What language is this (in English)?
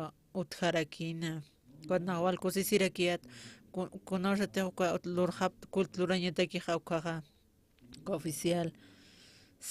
Aymara